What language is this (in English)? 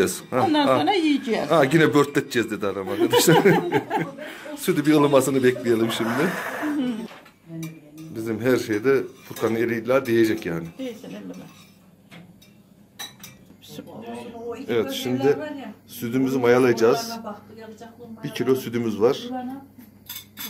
Turkish